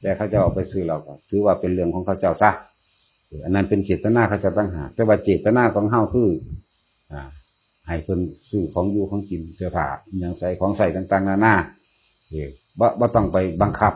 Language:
Northeastern Thai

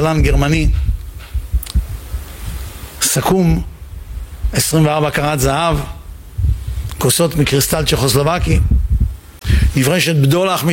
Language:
Hebrew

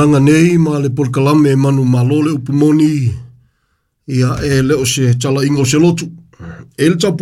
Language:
Samoan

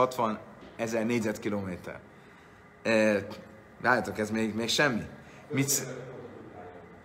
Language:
Hungarian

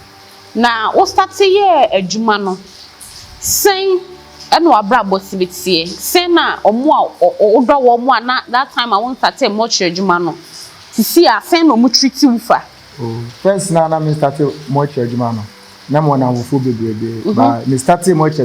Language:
Akan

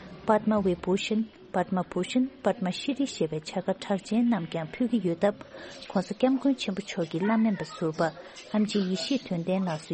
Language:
Tibetan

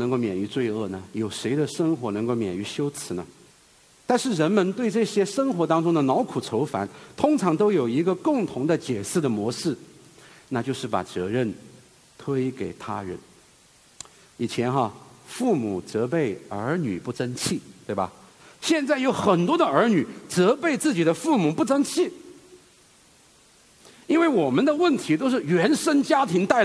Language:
Chinese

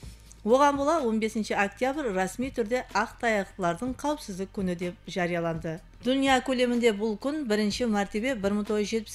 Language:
Kara-Kalpak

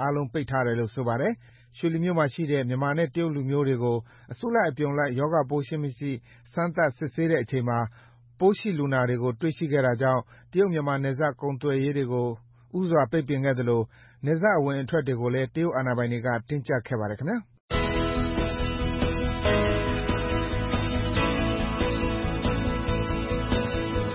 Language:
Burmese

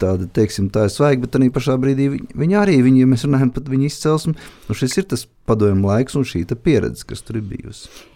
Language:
Latvian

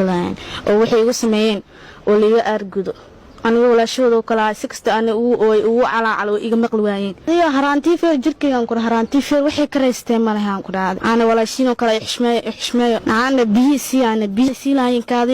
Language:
Somali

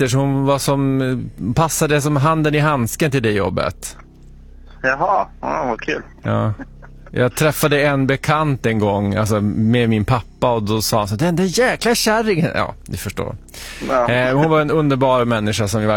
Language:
Swedish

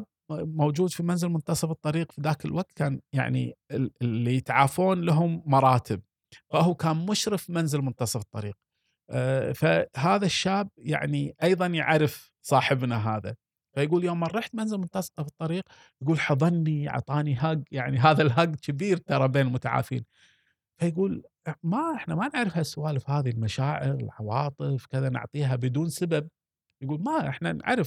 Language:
Gulf Arabic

